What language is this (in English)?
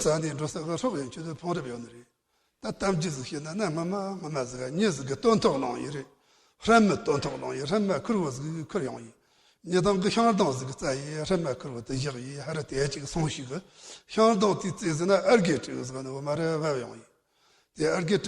Tibetan